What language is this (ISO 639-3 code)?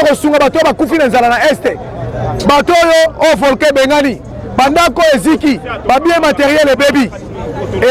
lin